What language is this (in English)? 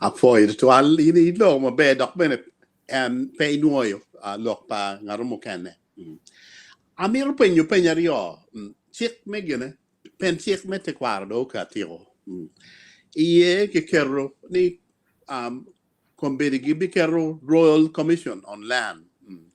Acoli